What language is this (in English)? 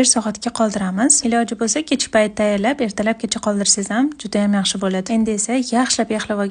Uzbek